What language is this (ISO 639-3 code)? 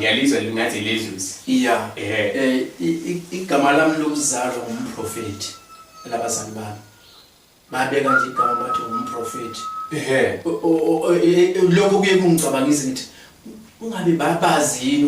zul